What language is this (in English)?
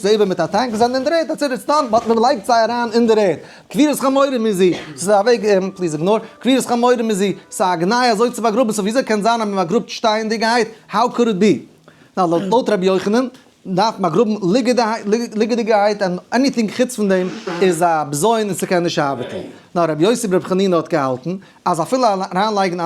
Yiddish